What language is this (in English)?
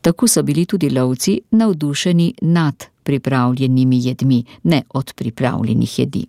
Slovenian